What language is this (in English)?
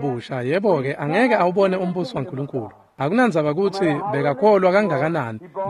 Swati